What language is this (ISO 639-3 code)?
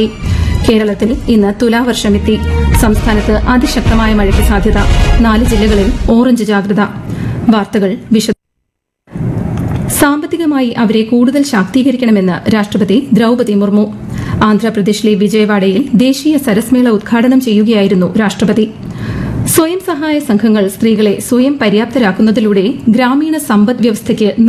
mal